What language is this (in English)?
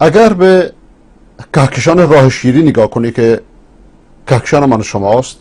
Persian